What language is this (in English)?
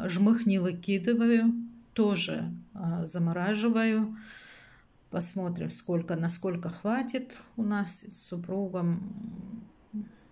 Russian